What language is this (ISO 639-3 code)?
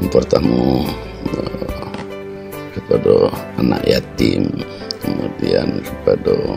min